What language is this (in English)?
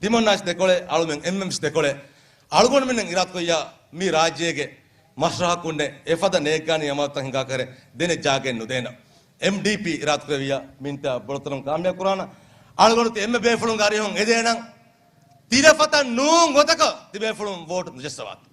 Divehi